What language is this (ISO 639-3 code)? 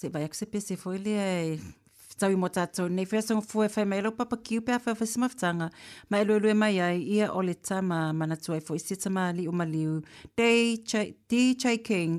smo